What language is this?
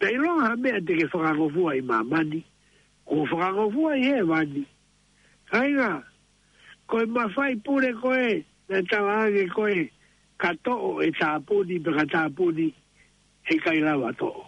Tongan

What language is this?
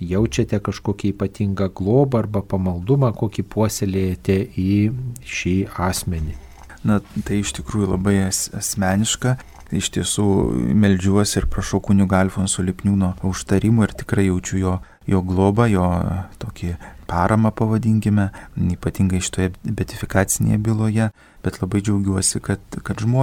Lithuanian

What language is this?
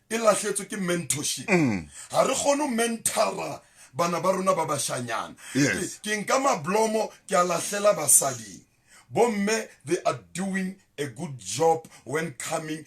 Southern Sotho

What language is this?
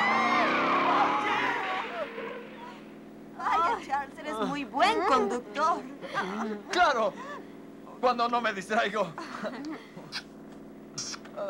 Spanish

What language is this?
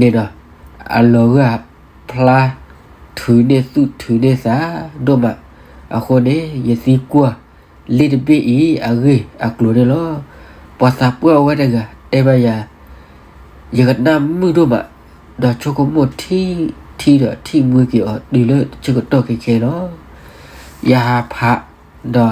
S'gaw Karen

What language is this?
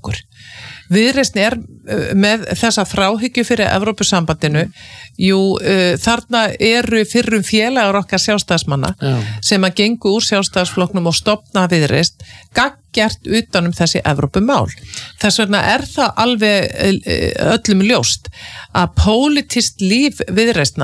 Icelandic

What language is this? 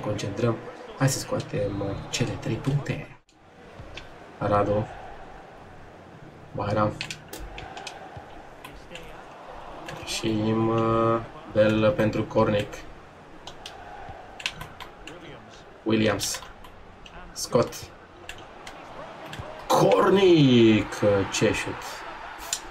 Romanian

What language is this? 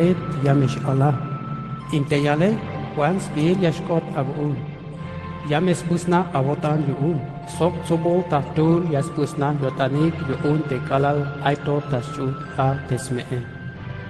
Tzeltal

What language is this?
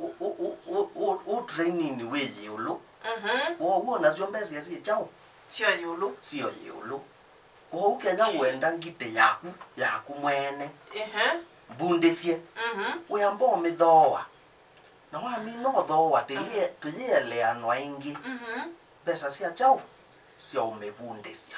Kamba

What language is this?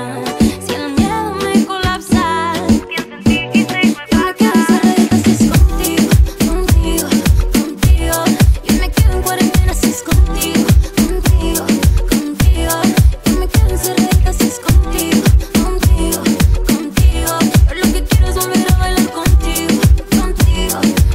Spanish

